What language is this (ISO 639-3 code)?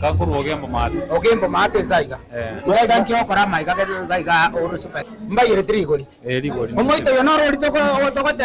guz